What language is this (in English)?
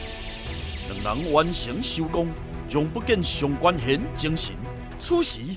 Min Nan Chinese